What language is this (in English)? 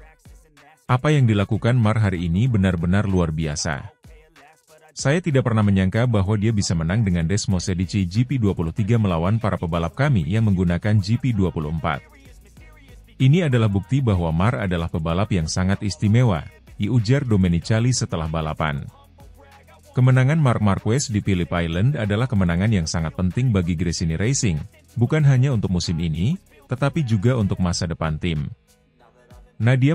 Indonesian